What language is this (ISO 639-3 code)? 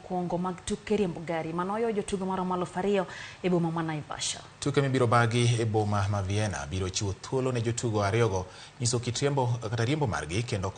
luo